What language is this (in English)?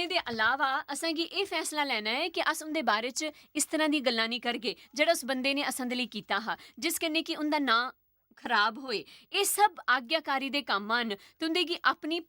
Dogri